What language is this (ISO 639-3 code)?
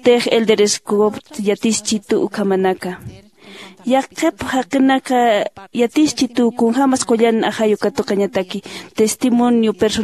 aym